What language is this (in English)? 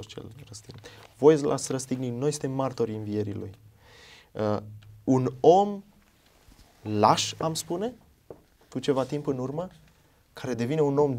Romanian